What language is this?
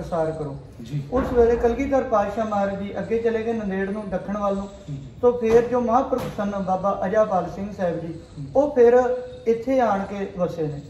Punjabi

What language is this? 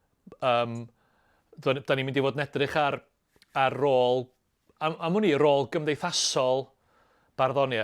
Welsh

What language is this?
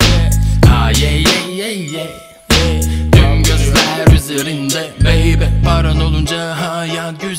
Turkish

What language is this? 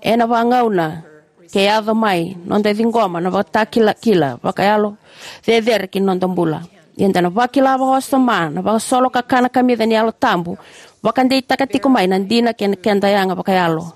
Fijian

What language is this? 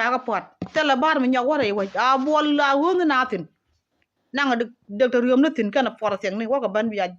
Nuer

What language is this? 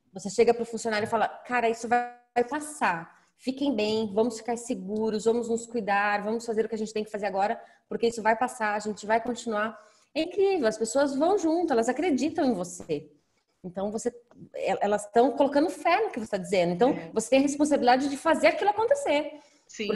Portuguese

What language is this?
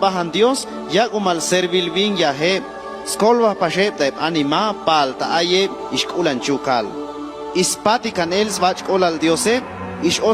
Chuj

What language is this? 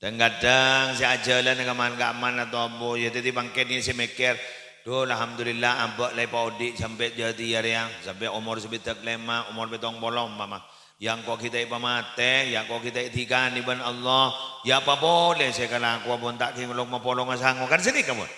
Madurese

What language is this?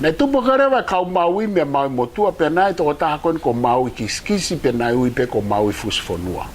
Tongan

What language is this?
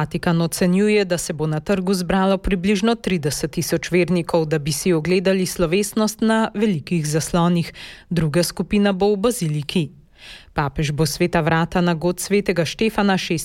Slovenian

